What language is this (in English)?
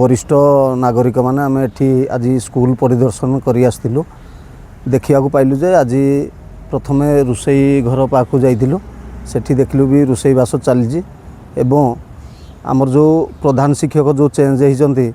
Odia